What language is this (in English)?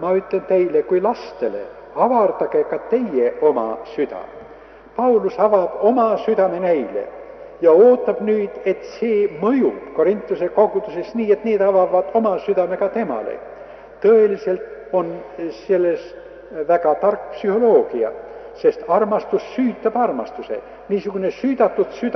Estonian